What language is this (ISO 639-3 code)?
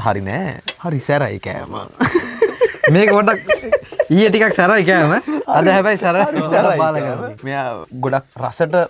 sin